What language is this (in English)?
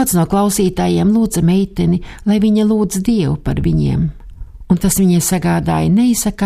Latvian